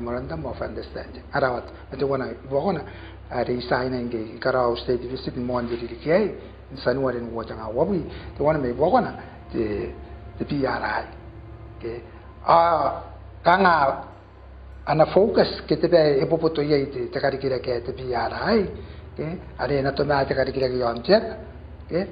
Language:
Gilbertese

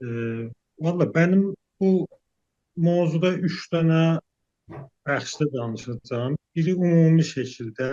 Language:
South Azerbaijani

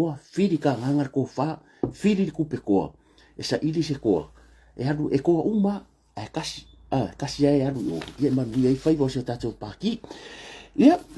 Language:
Samoan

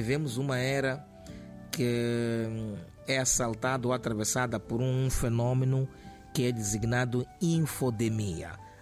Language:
Portuguese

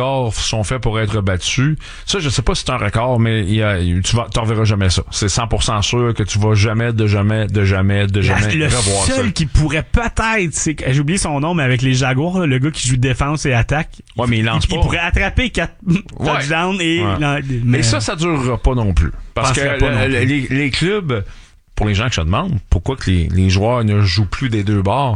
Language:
French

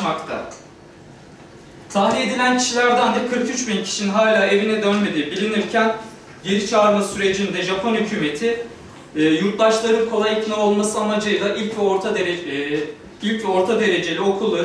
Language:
Turkish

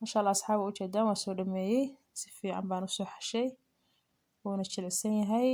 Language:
Somali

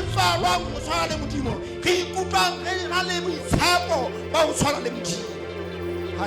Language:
Southern Sotho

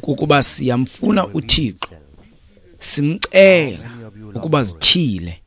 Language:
Xhosa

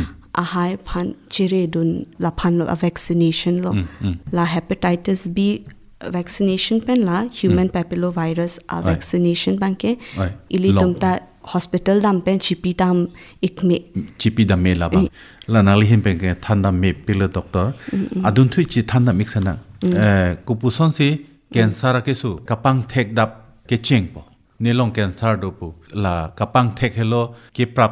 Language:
Karbi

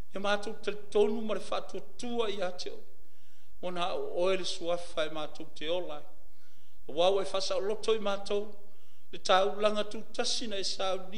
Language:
Samoan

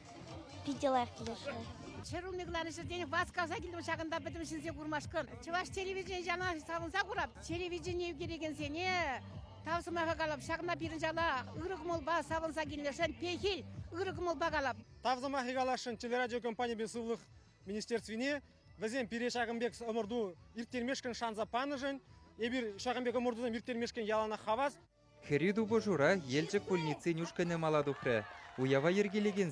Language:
Chuvash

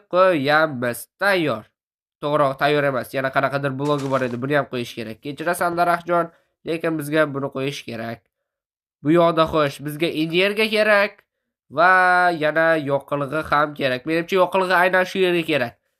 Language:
Uzbek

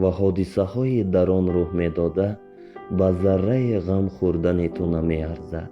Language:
Tajik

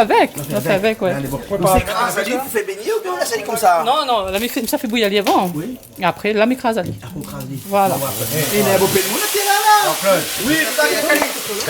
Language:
Réunion Creole French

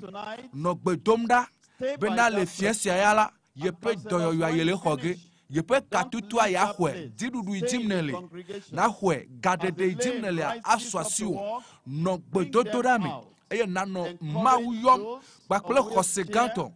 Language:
Ewe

